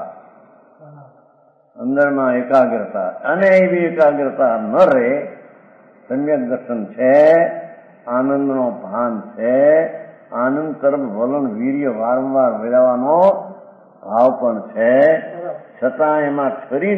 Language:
Gujarati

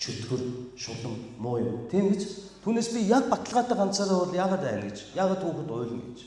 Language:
Mongolian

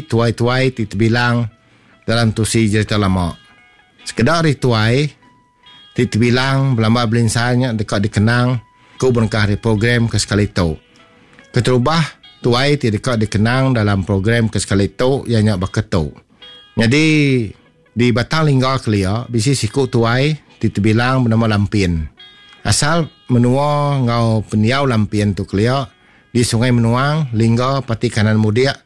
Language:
Iban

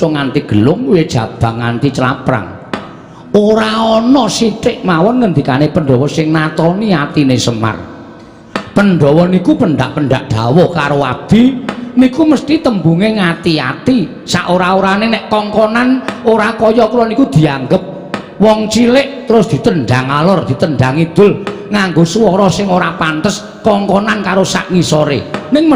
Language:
Javanese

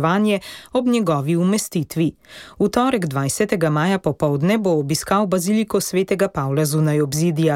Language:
Slovenian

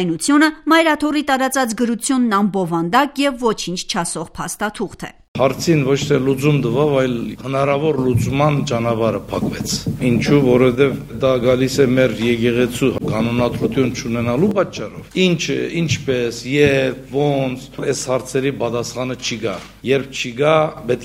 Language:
Armenian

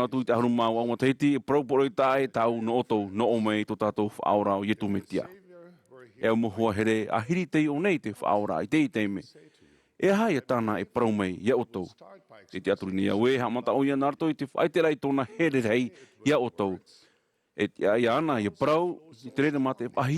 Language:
Tahitian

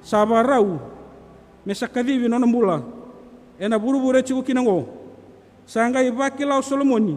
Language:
Fijian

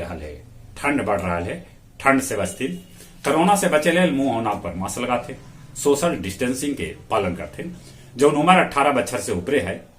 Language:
Magahi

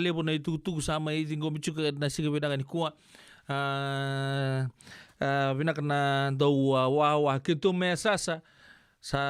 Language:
Fijian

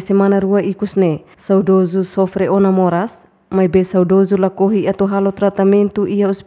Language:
Tetum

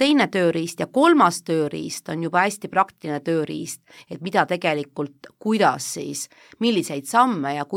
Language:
Estonian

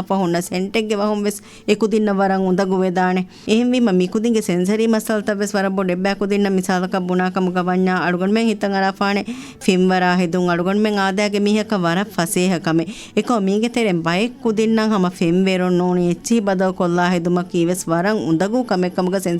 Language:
Divehi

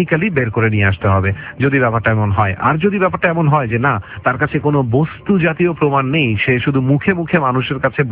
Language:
Bangla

